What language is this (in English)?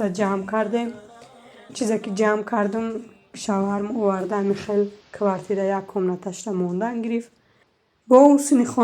Tajik